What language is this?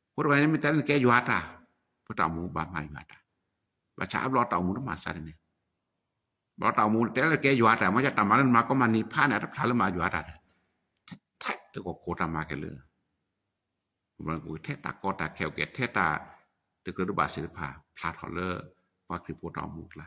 S'gaw Karen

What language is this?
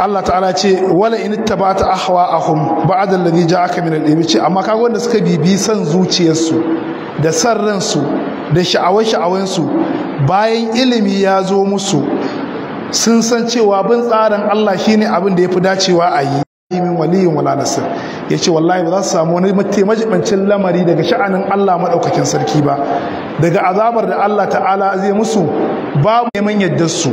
Hausa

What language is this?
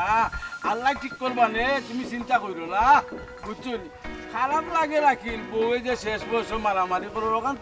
Sylheti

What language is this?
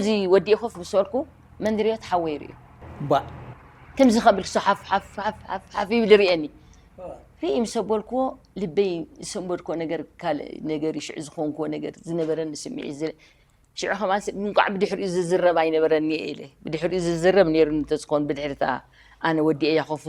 Tigrinya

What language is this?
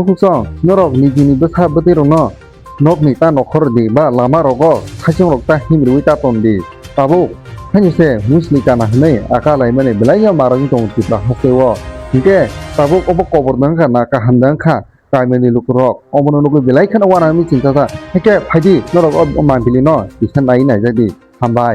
Kok Borok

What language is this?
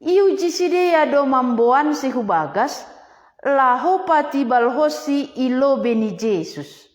Batak Simalungun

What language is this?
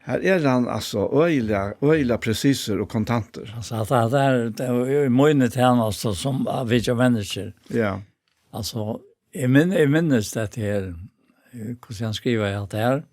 Faroese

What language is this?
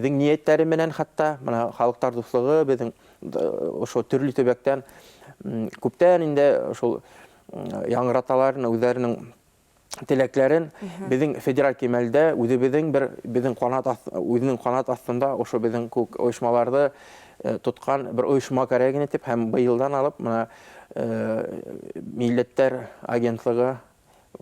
Bashkir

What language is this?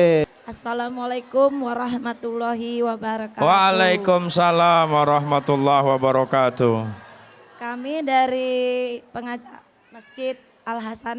Musi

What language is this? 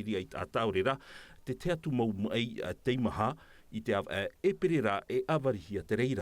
Tahitian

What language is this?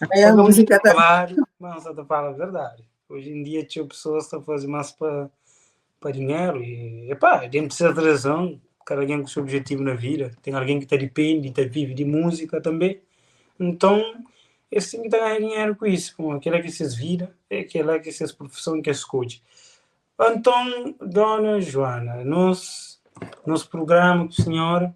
Kabuverdianu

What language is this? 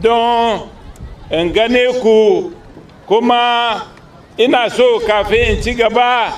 Hausa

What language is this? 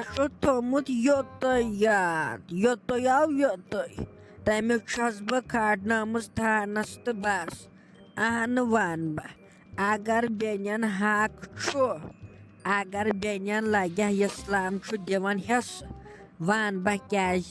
Kashmiri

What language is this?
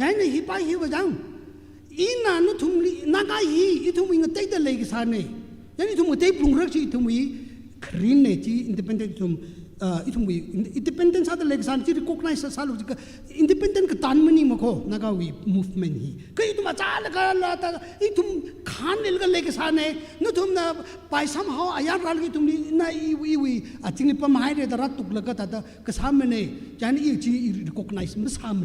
Tangkhul Naga (India)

